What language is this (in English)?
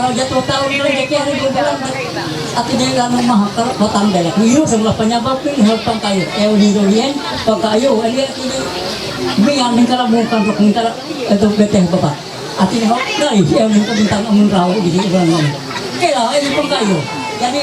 Ma'anyan